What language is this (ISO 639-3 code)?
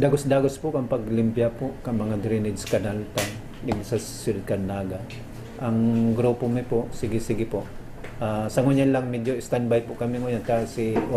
bik